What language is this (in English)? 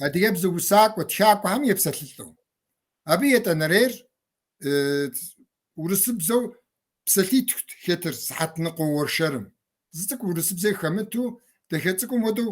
Kabardian